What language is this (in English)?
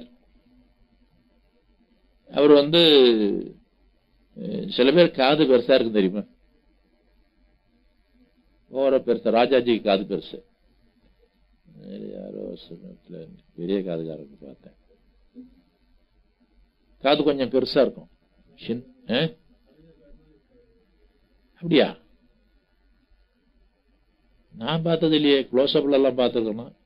Tamil